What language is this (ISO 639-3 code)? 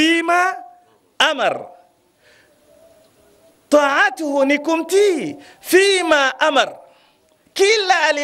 swa